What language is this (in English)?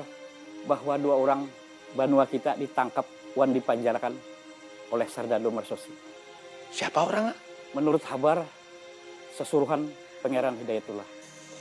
Banjar